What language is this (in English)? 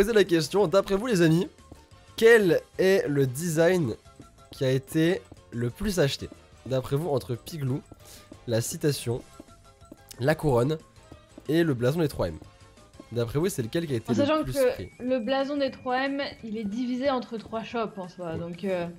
French